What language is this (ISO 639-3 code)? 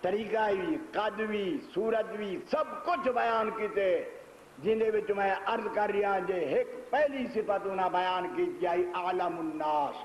skr